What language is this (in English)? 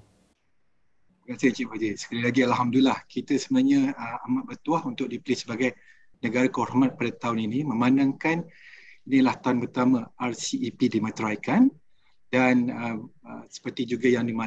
Malay